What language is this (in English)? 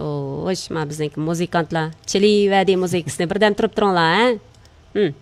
Uyghur